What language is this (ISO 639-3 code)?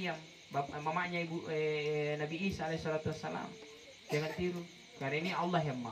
mak